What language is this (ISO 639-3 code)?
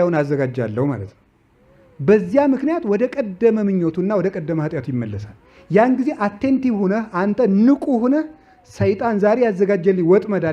amh